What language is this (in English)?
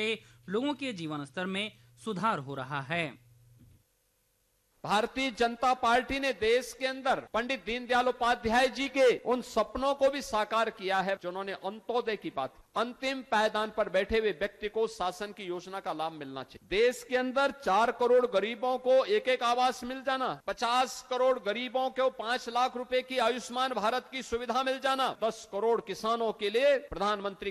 Hindi